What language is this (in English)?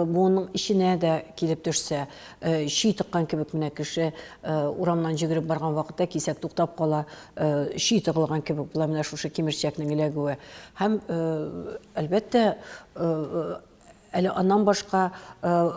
Tatar